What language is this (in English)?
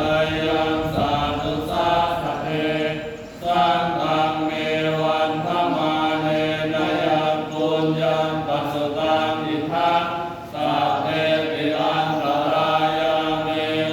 Pali